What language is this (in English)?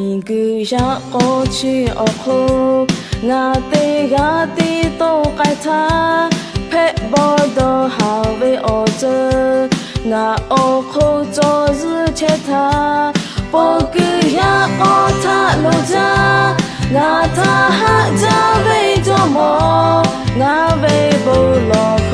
Lahu